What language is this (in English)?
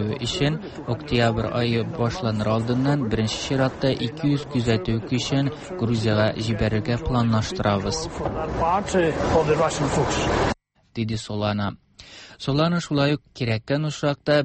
Tatar